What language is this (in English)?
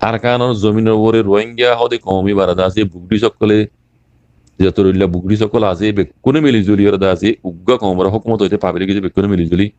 Rohingya